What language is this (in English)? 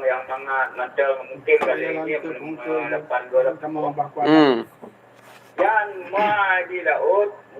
Achinese